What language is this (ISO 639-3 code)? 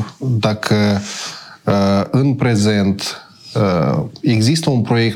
ron